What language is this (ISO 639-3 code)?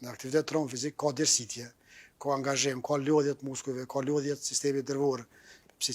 sqi